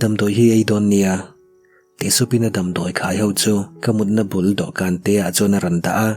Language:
Mizo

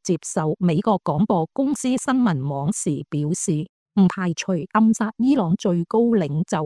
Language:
Cantonese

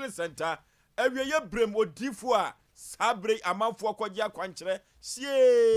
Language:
Akan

